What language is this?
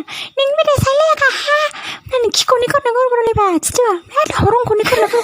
Dimasa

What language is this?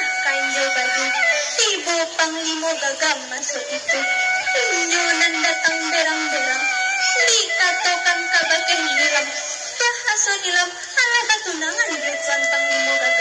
Minangkabau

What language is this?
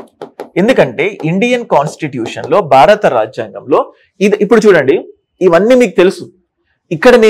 Telugu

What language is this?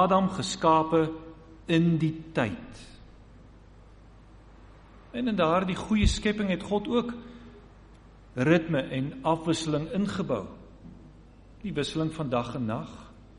Afrikaans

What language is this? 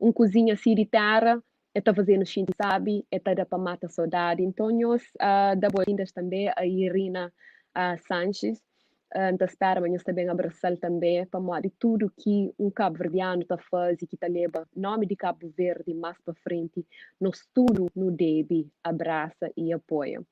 Kabuverdianu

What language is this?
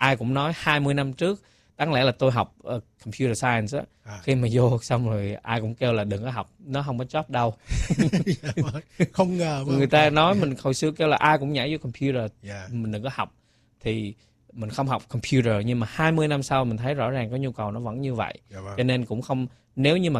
Vietnamese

